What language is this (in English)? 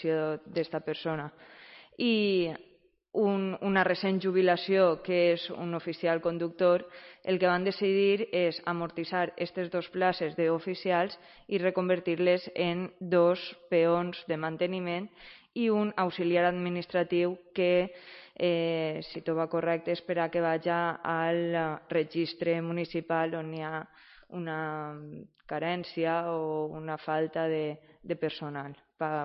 Catalan